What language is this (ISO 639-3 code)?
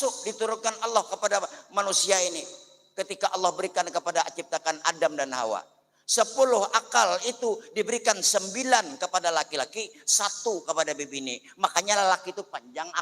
bjn